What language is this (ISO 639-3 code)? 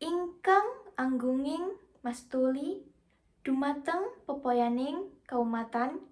jav